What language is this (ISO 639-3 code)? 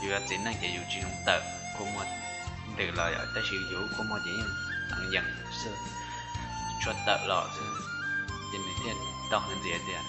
hmn